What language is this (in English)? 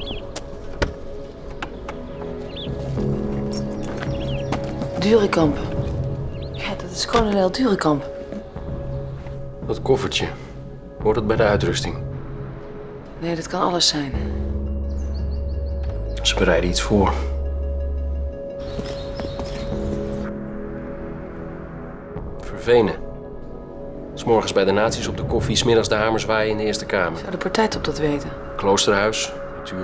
Dutch